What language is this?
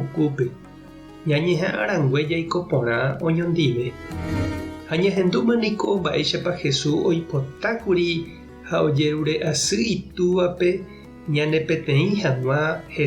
Guarani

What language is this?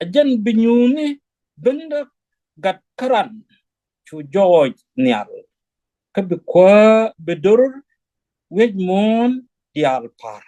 Nuer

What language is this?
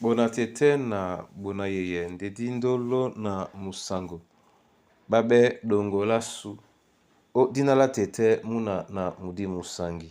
Duala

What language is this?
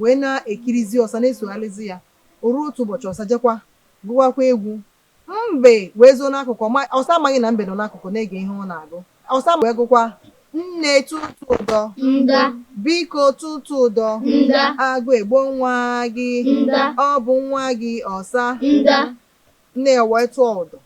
Igbo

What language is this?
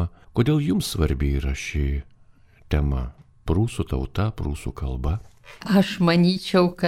Lithuanian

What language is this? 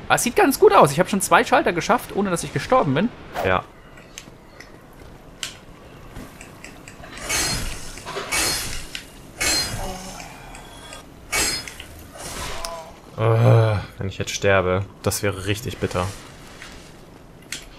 German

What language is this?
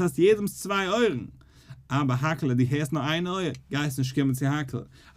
Yiddish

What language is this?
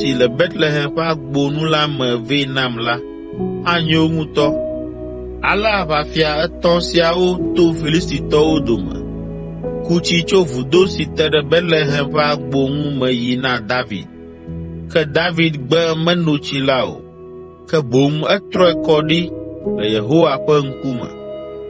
Ewe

